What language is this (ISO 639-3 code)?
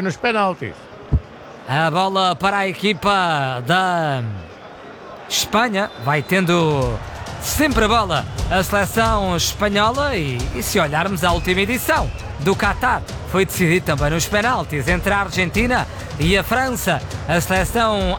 por